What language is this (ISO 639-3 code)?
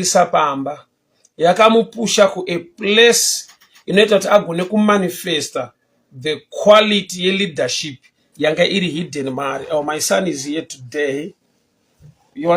sna